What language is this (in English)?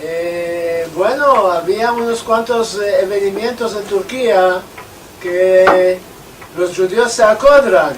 Ladino